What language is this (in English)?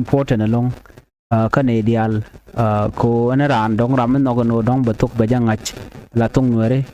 Nuer